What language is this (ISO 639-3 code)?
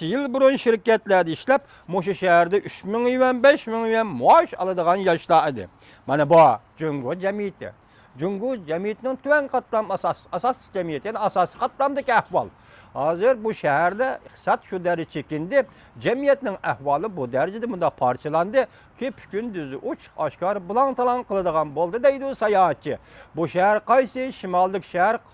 uig